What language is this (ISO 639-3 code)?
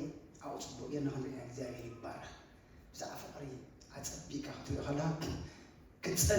tir